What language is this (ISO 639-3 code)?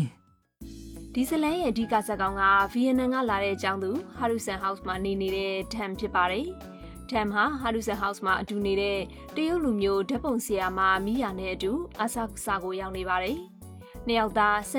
mya